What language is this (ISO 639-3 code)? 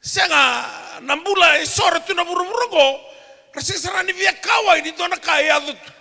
fij